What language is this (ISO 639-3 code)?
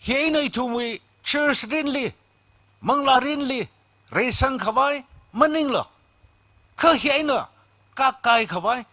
nmf